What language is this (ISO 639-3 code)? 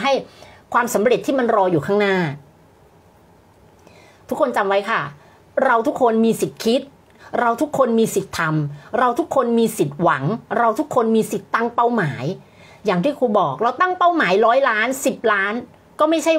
tha